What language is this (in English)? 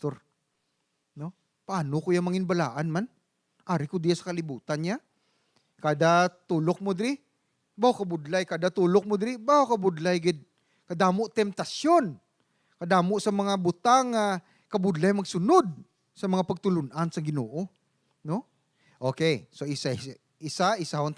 Hiligaynon